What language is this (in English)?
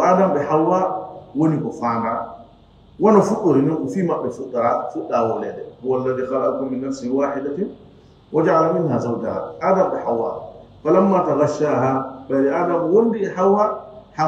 Fula